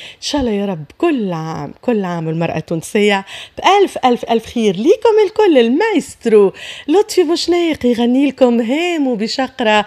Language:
Tunisian Arabic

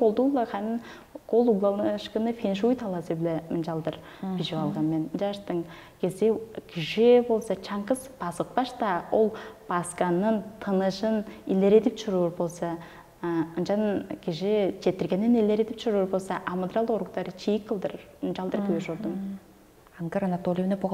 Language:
Tuvinian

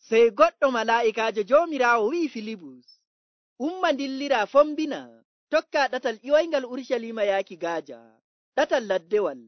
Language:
Nigerian Fulfulde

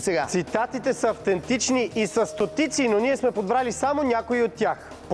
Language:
Bulgarian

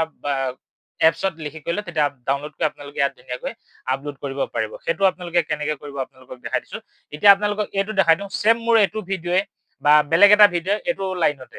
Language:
Assamese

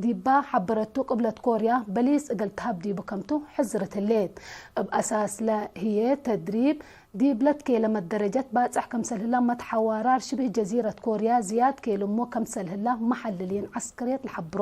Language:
Tigre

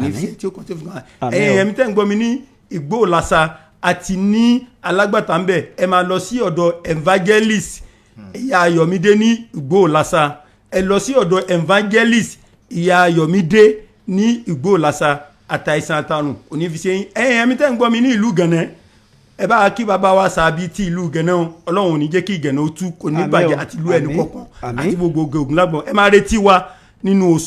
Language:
Yoruba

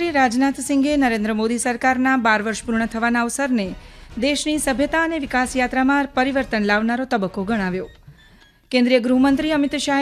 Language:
Gujarati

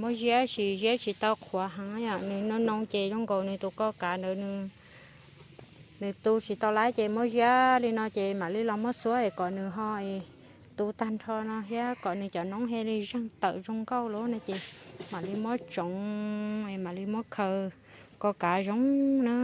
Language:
Hmong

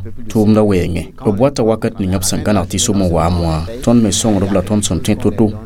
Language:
Mossi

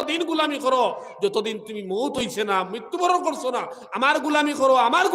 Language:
Sylheti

